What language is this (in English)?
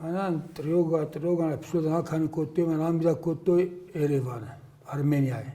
Ossetic